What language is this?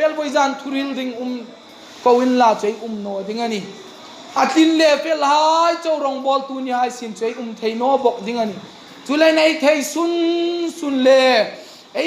Hmar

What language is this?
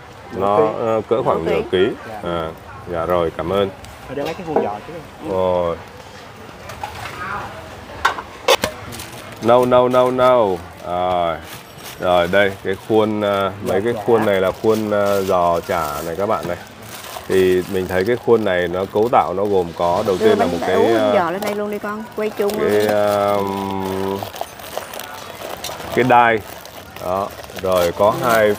Vietnamese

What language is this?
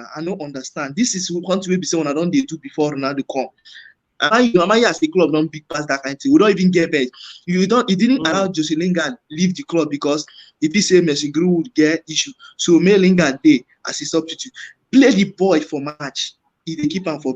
Nigerian Pidgin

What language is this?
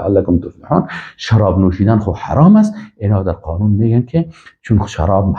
Persian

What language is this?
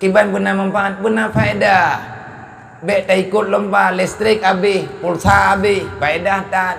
Achinese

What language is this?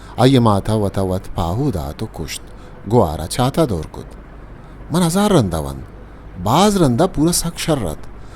Baluchi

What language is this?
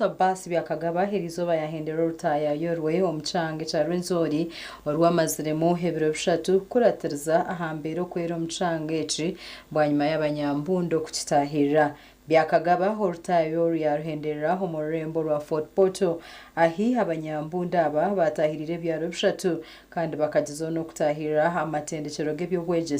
Nyankole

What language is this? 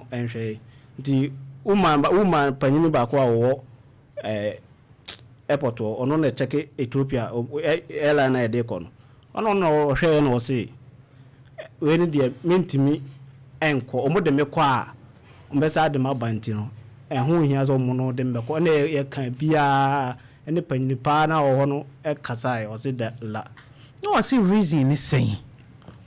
Akan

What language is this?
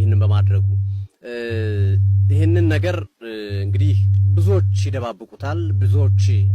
Amharic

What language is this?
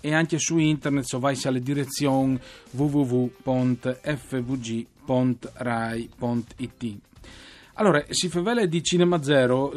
Friulian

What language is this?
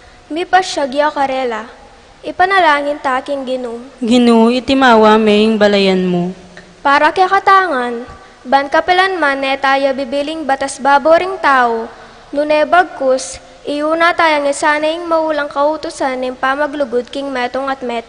Pampanga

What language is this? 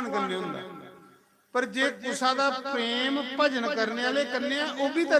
Dogri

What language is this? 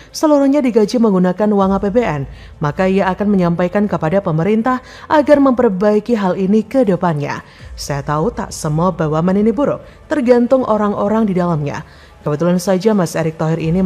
Indonesian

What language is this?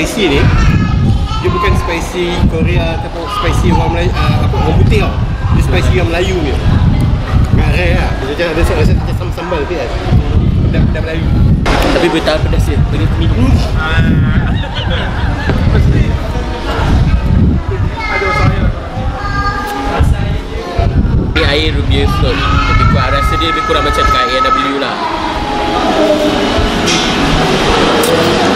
Malay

